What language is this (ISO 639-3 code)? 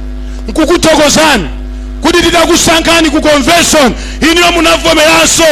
nya